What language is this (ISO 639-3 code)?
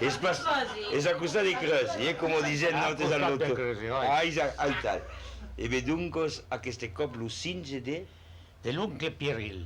oci